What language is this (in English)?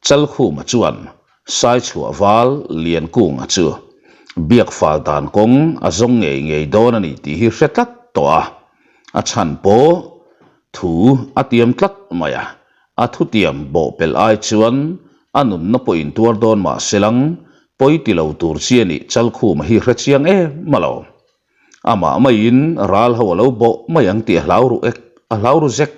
Mizo